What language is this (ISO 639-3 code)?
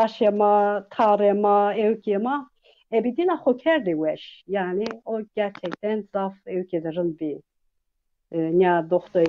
zza